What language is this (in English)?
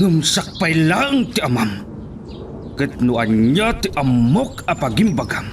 Iloko